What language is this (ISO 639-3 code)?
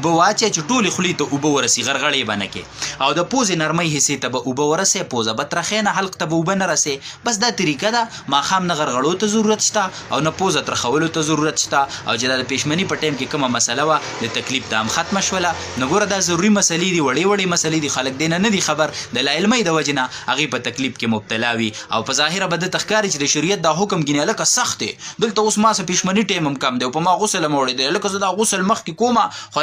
pus